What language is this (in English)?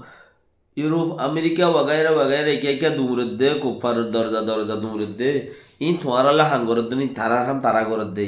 Rohingya